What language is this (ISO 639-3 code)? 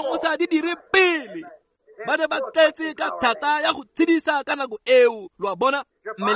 tsn